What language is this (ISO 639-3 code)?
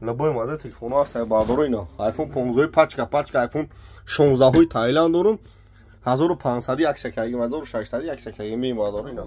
tgk